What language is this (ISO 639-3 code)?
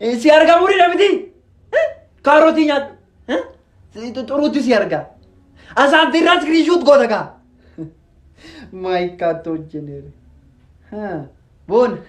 orm